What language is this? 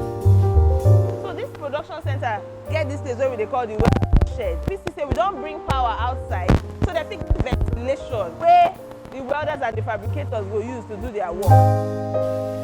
Nigerian Pidgin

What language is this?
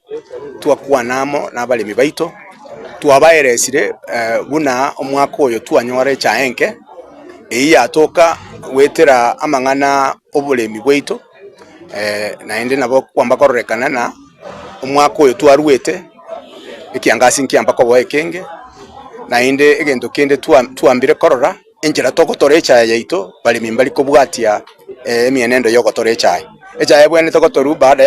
Gusii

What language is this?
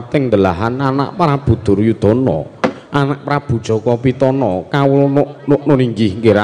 Javanese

